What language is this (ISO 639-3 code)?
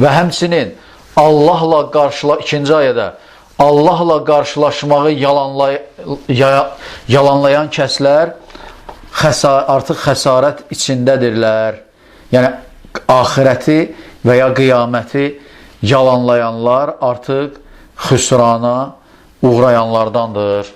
aze